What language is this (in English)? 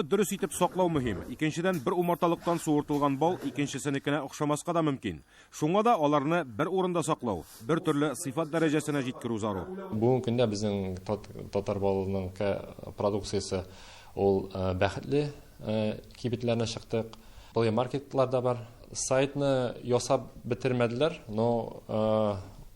Tatar